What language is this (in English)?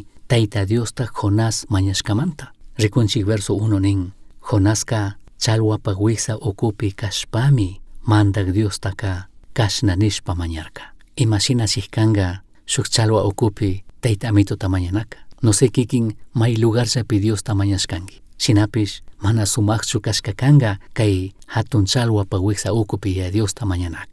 Chimborazo Highland Quichua